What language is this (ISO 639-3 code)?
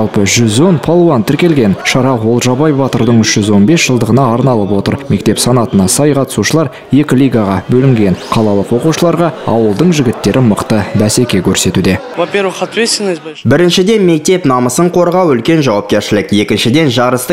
kaz